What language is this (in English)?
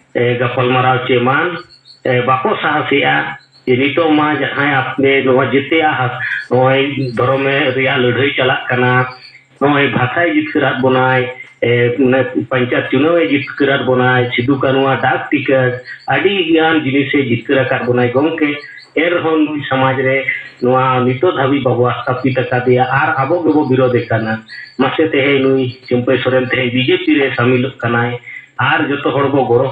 Santali